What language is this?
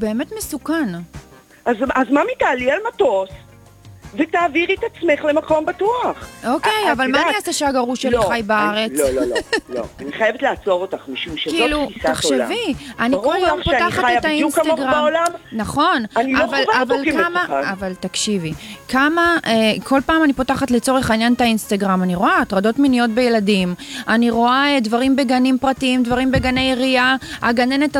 Hebrew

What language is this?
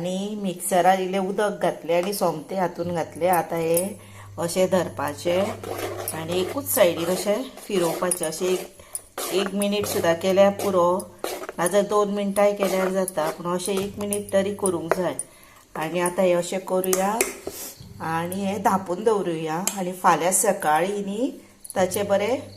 Konkani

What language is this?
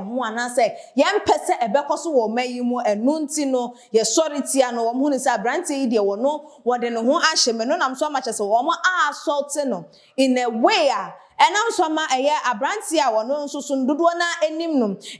Akan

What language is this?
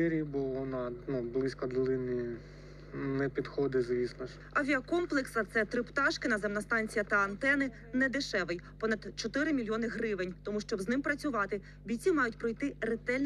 Ukrainian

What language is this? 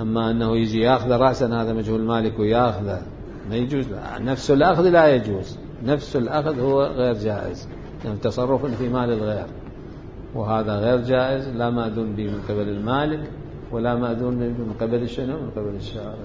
Mesopotamian Arabic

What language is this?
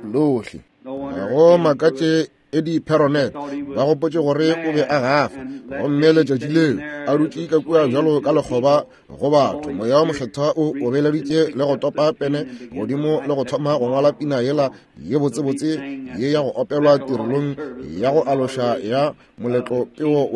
Northern Sotho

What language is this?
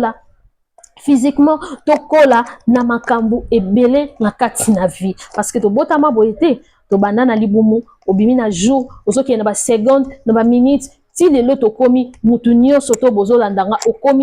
Lingala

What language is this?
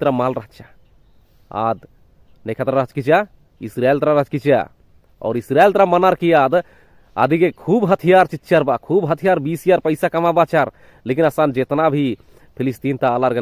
Kurukh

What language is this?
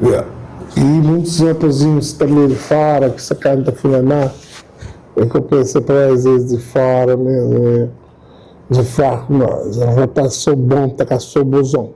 Kabuverdianu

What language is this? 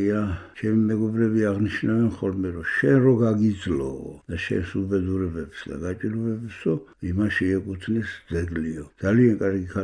Georgian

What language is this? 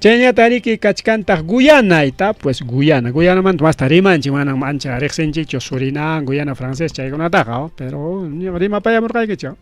Ayacucho Quechua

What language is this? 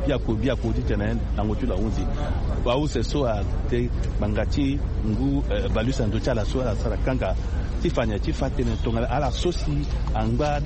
Sango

